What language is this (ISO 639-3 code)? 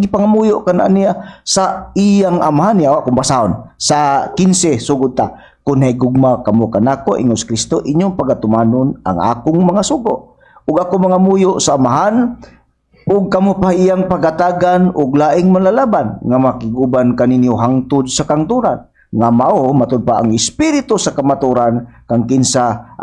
ceb